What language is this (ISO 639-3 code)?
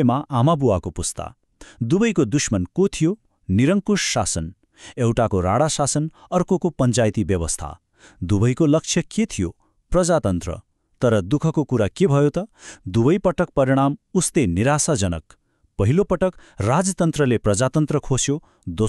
nep